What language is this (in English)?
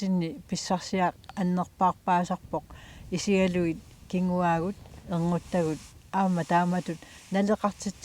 Kalaallisut